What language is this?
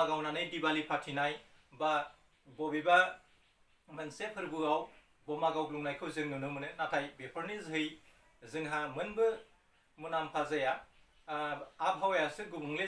Bodo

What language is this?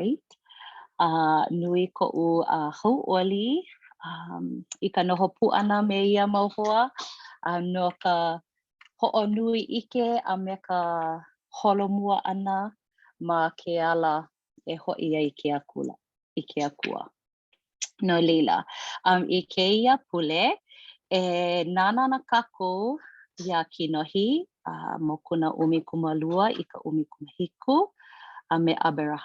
Hawaiian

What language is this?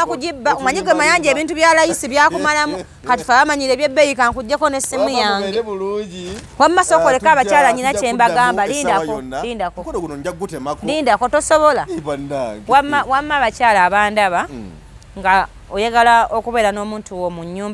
Ganda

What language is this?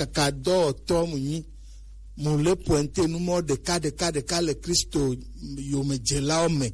Gen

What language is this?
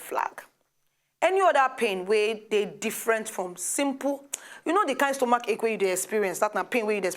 Nigerian Pidgin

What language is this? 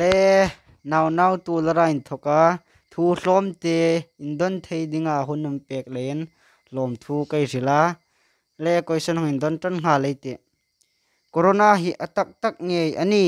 Hmar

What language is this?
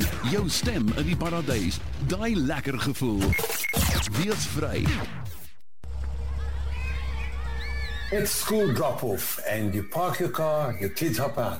Afrikaans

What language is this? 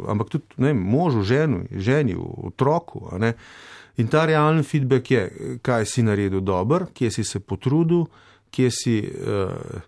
Slovenian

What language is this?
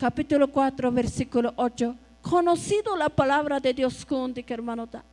Tzotzil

